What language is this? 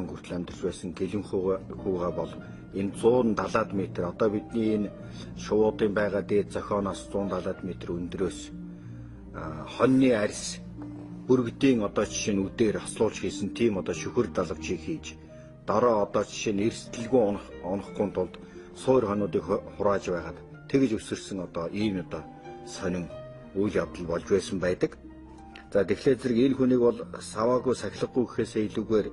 Mongolian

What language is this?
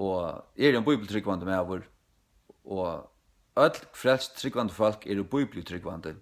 Faroese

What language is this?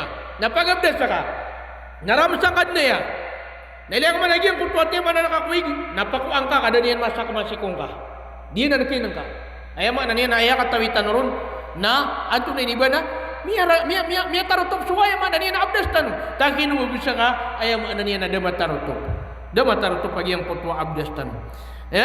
Maranao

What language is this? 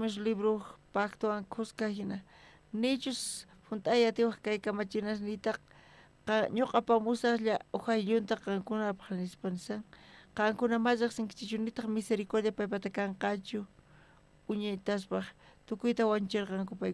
South Bolivian Quechua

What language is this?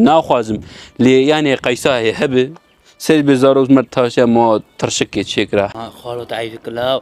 Kurdish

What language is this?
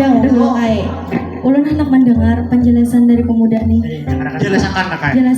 Banjar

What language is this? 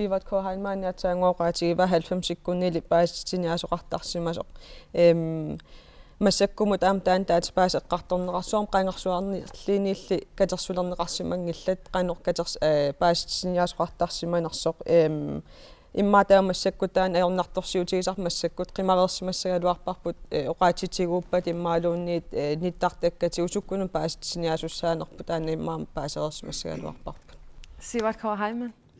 Kalaallisut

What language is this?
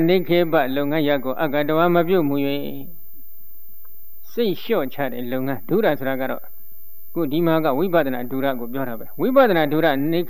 Burmese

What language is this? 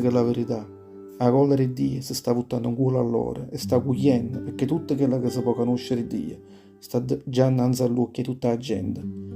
Neapolitan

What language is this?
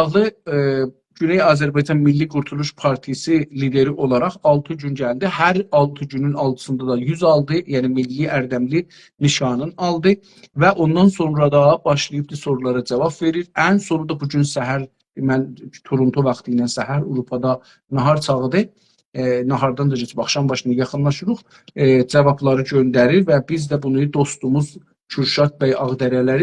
South Azerbaijani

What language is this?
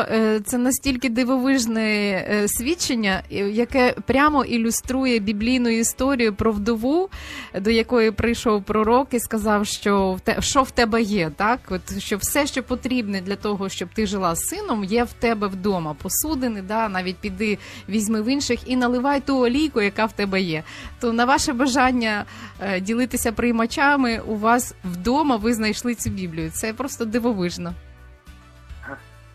Ukrainian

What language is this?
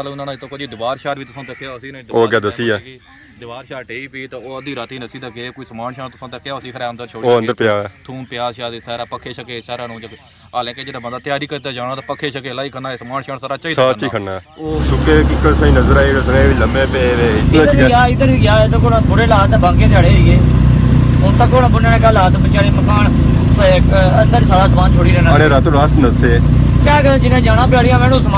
Pahari-Potwari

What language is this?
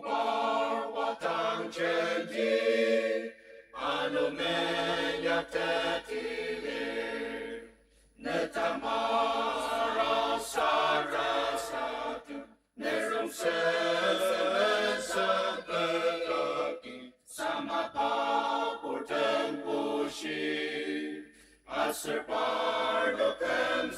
Ao Naga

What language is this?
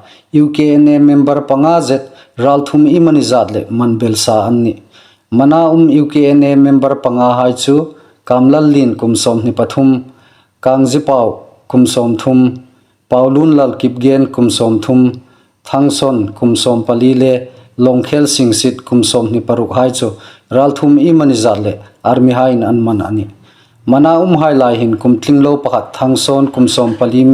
Hmar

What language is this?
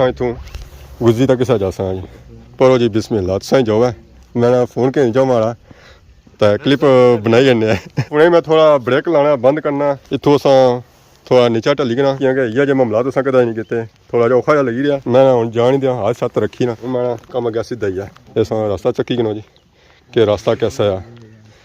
Pahari-Potwari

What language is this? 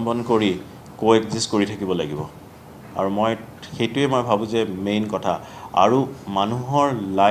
Assamese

